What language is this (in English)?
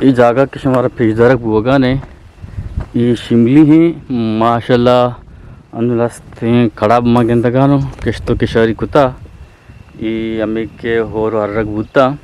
Eastern Balochi